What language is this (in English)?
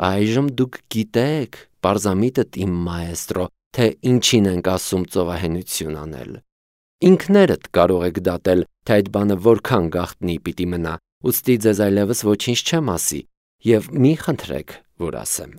Armenian